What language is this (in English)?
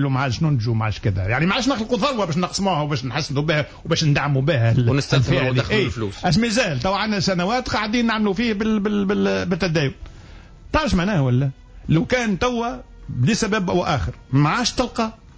Tunisian Arabic